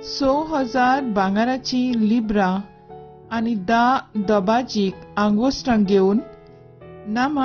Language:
Konkani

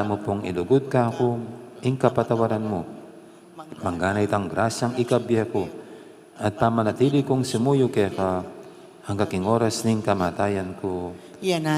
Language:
Pampanga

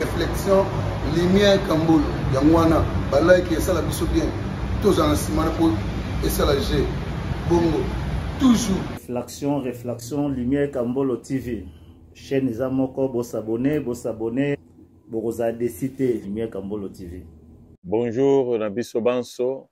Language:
Lingala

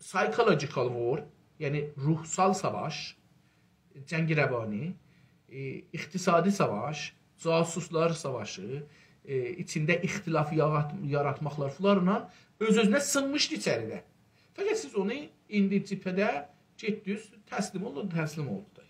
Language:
South Azerbaijani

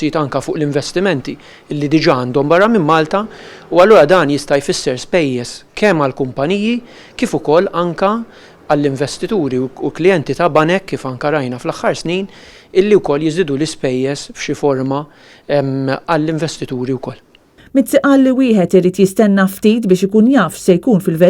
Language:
Maltese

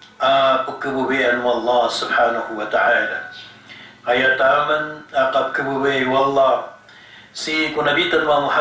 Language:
Maranao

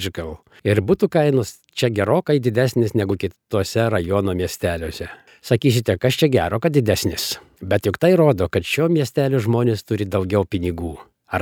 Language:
Lithuanian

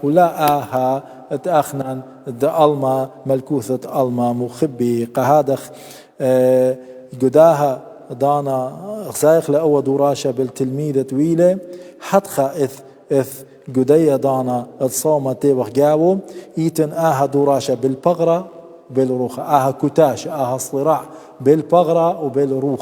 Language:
Assyrian Neo-Aramaic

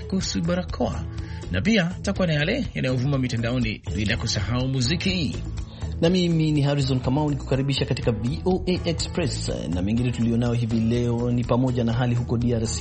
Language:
Swahili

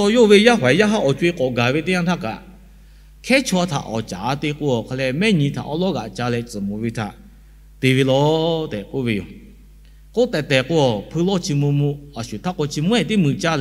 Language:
Lahu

